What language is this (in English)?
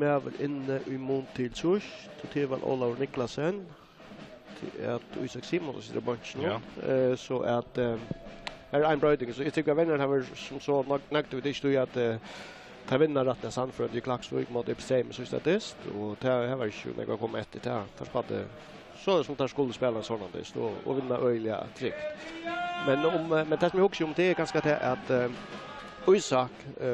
Faroese